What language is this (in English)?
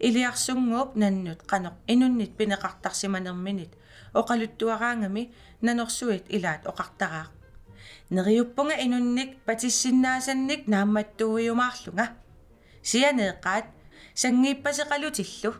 Kalaallisut